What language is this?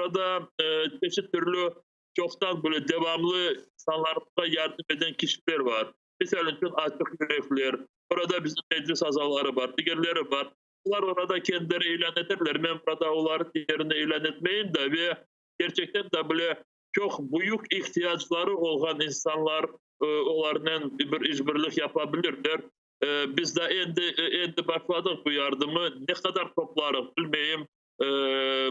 Crimean Tatar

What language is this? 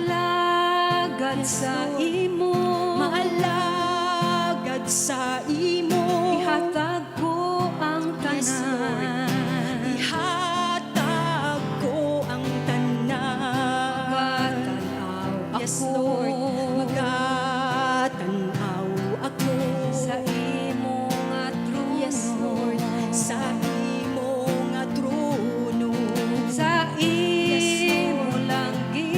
Hiligaynon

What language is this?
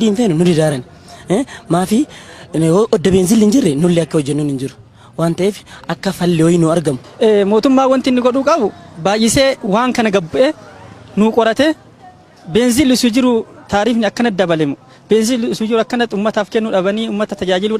Oromo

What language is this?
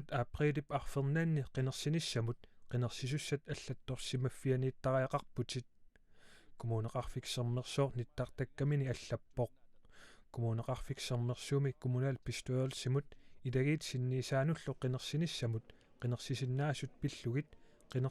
Kalaallisut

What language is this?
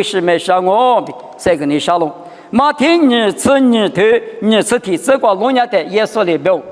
Lisu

